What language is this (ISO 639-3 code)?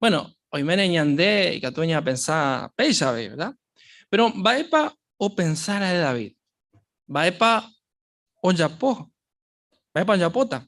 grn